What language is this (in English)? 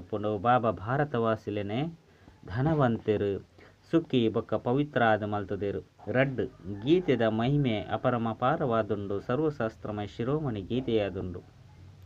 Tulu